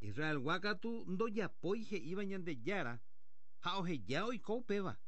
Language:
Guarani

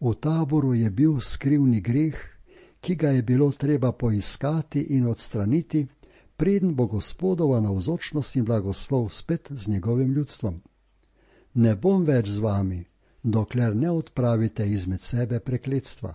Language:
Slovenian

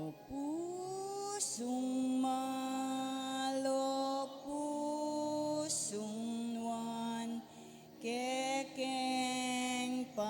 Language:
Pampanga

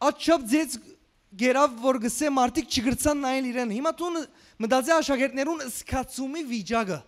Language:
Western Armenian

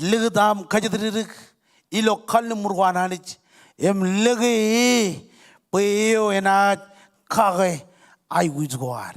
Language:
Marshallese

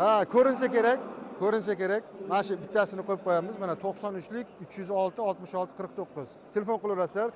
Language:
Uzbek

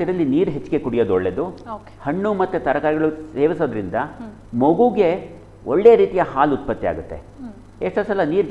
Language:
Kannada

